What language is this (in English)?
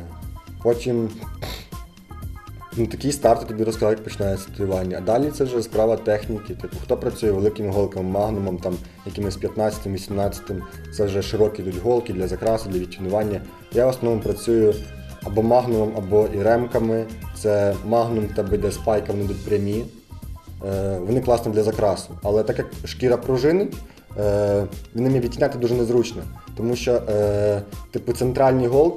Ukrainian